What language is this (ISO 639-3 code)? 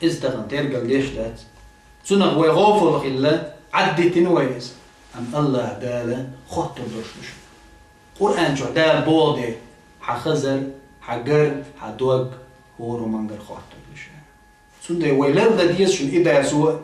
che